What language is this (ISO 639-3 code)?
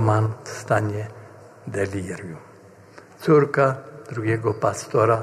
pol